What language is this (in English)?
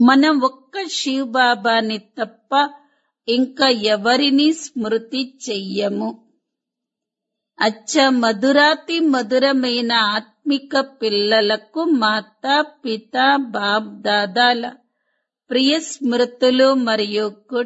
Telugu